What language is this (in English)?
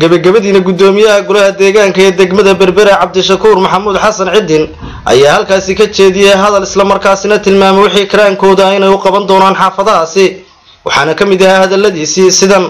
Somali